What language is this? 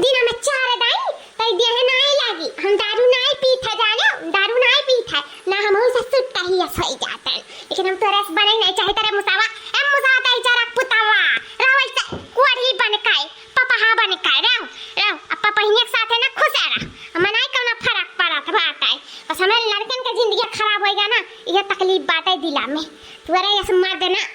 Awadhi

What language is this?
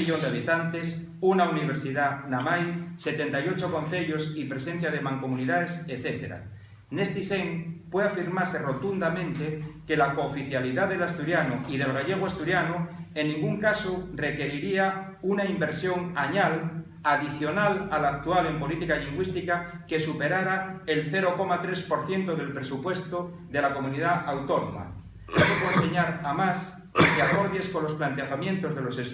Asturian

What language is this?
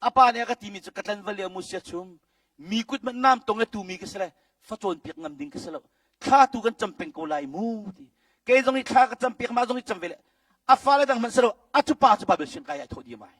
Hakha Chin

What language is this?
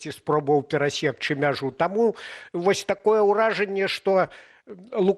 Belarusian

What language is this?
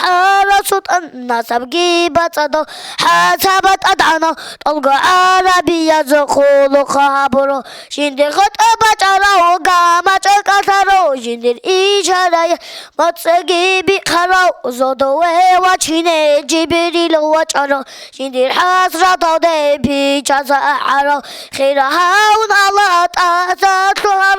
Avaric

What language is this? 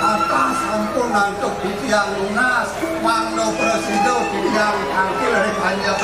Balinese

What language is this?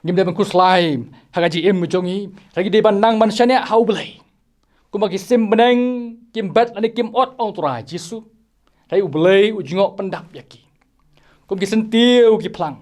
Khasi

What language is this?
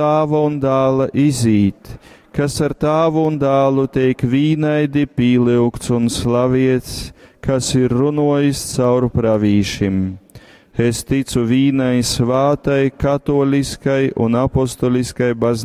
Latgalian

